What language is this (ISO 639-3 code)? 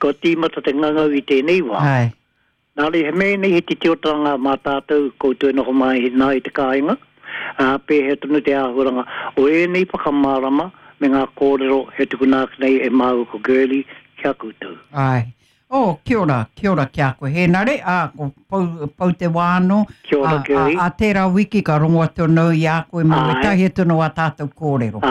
mri